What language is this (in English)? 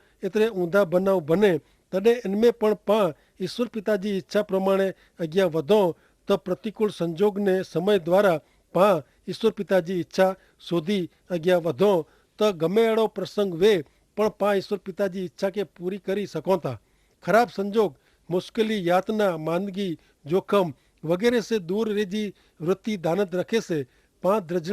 Kachhi